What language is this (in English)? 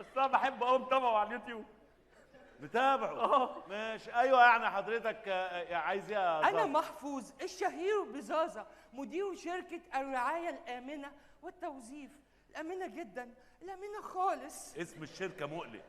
Egyptian Arabic